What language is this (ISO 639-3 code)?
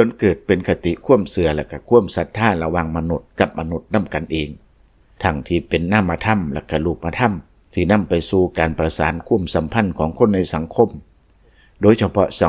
lao